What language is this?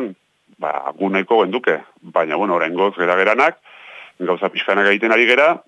Basque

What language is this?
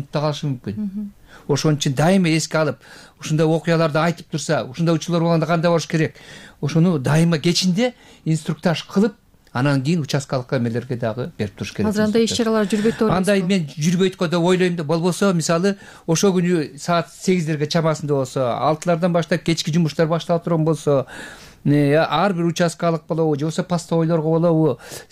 Kyrgyz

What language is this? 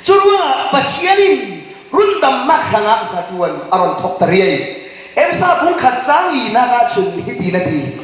Falam Chin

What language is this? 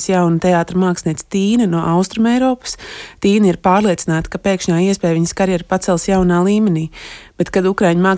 Latvian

